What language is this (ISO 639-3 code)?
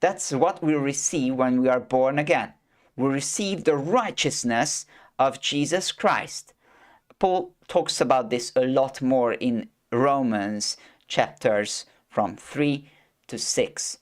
eng